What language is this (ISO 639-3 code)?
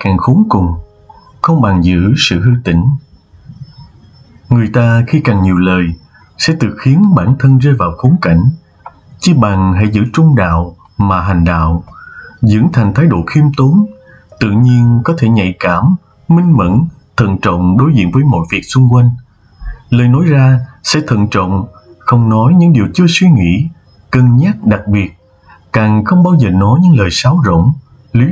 vie